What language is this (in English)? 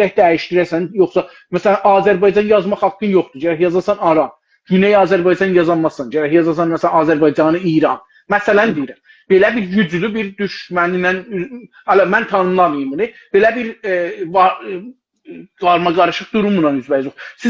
South Azerbaijani